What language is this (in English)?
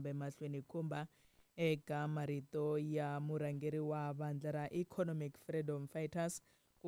Tsonga